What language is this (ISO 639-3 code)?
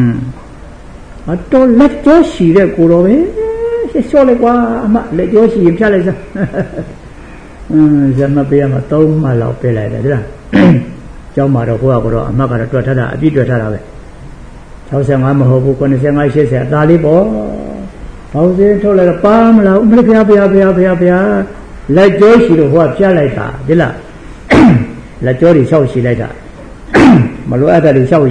mya